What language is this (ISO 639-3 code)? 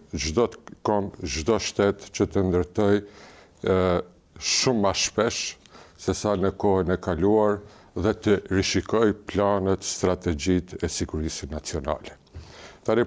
sqi